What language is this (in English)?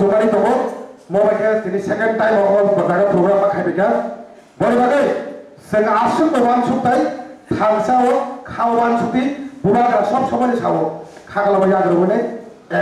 Kok Borok